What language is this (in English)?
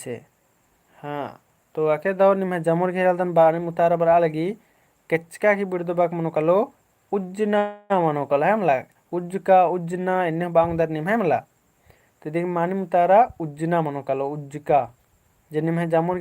Kurukh